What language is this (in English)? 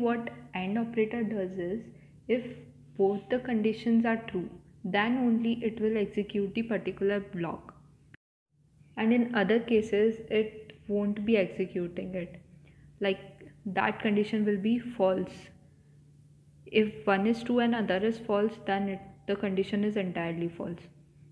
English